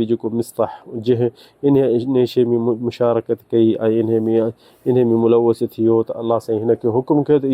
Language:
Sindhi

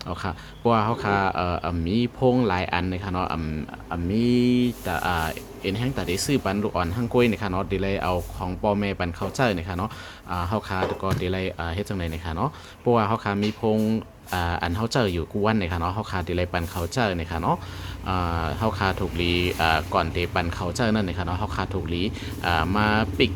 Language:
Shan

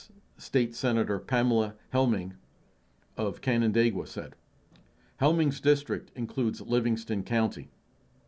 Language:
English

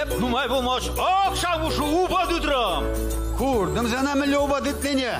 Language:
Chuvash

